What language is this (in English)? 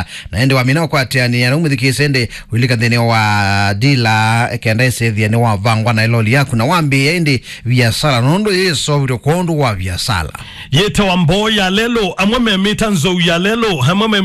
Kamba